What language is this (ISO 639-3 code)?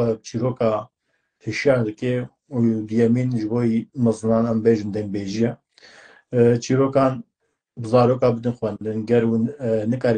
kur